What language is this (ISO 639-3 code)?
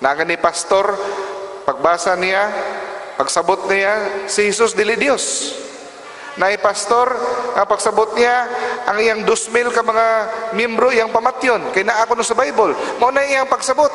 ceb